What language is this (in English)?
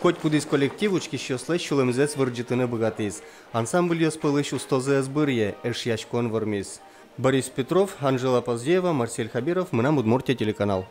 Udmurt